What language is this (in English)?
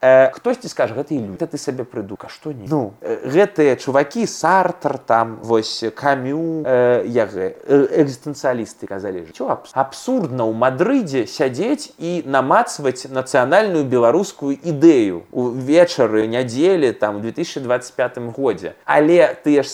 Belarusian